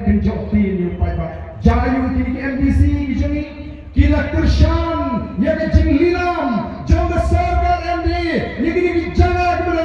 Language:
Khasi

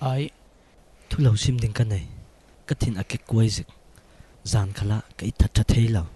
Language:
Falam Chin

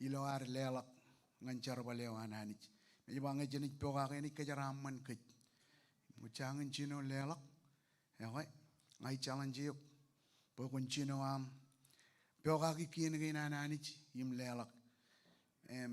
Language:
Marshallese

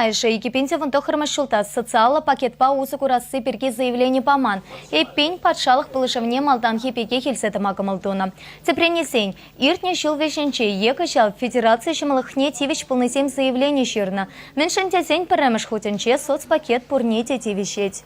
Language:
Chuvash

